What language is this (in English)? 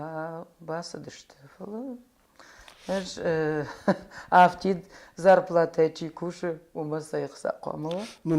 Ossetic